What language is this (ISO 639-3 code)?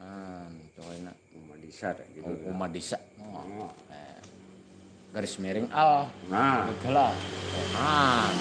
bjn